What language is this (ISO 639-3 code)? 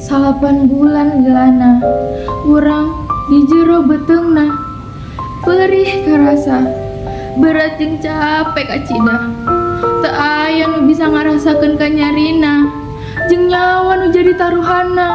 sun